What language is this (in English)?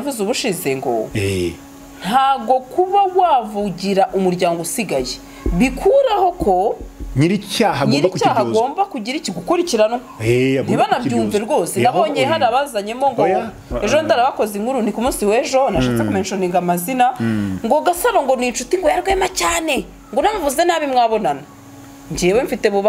Kinyarwanda